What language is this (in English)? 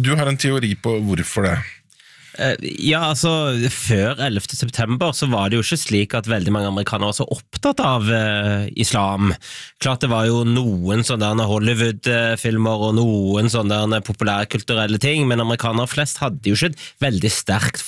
Norwegian